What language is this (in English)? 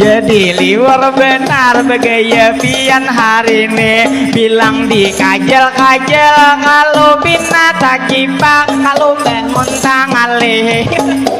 Banjar